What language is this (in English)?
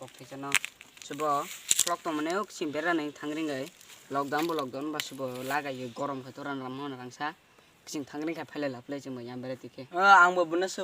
Kok Borok